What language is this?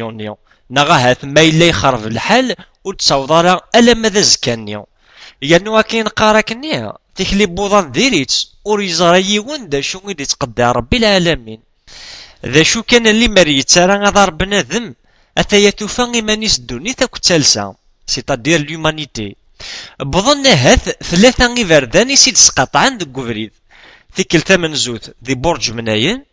Kabyle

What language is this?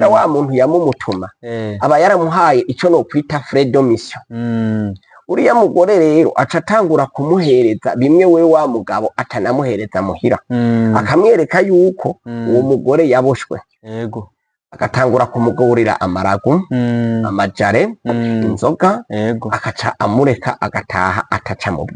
Rundi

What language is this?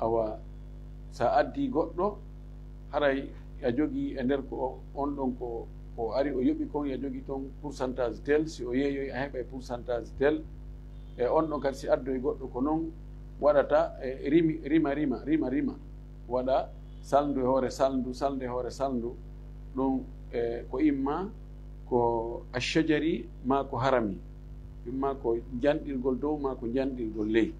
Fula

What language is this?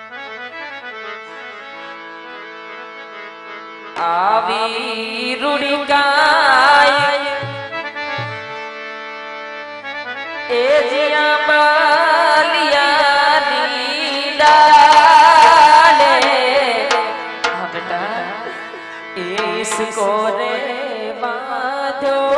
Gujarati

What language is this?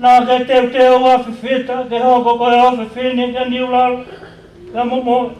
Tongan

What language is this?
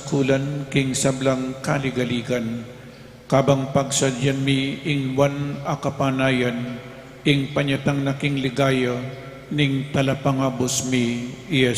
Pampanga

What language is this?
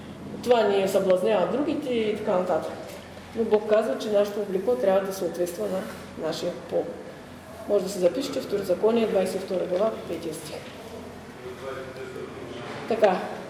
Bulgarian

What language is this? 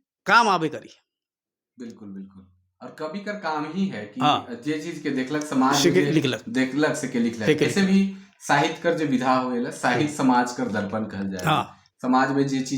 Sadri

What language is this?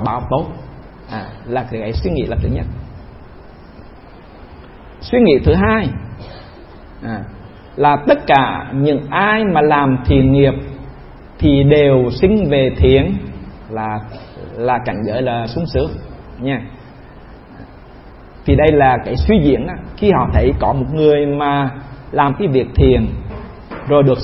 Vietnamese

